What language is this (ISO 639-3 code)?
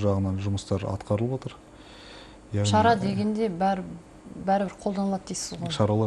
kaz